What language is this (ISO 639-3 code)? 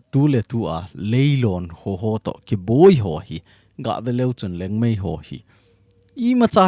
tcz